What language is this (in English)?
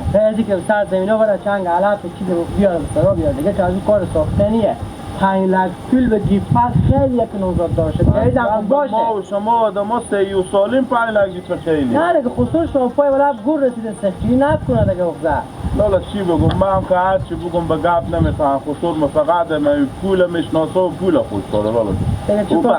Hazaragi